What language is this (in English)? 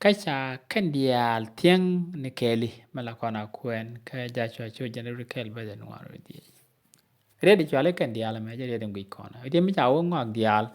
Nuer